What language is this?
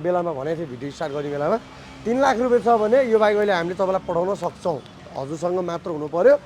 Nepali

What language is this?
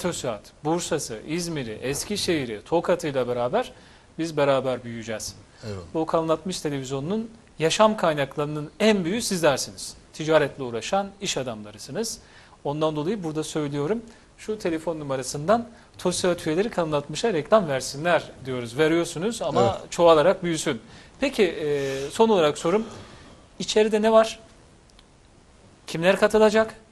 Turkish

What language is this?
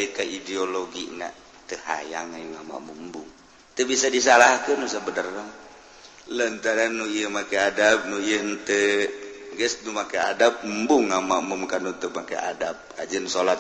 Sundanese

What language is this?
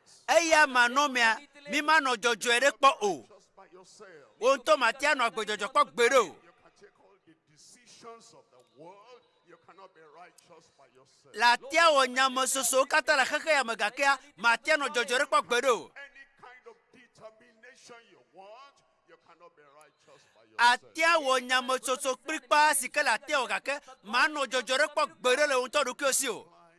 Ewe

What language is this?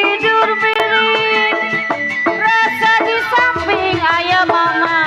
Betawi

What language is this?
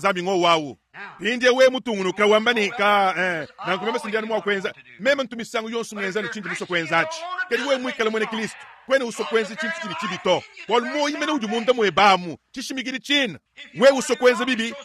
Luba-Lulua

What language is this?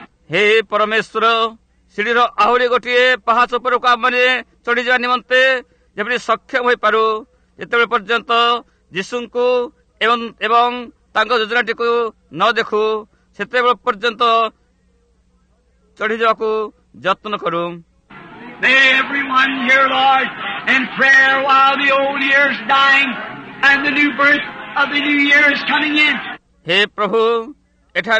Odia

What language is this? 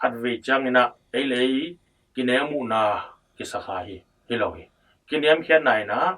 Tedim Chin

